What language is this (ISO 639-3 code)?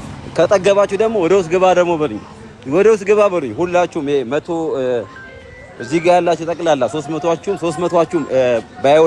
amh